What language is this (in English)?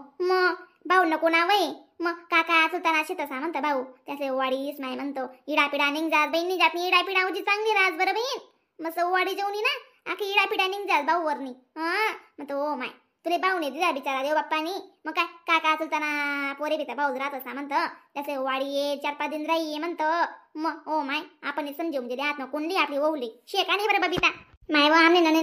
Khandesi